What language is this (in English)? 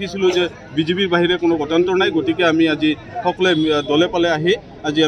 Assamese